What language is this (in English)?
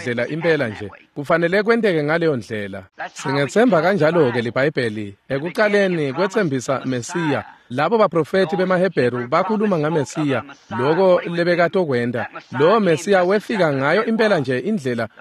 Swati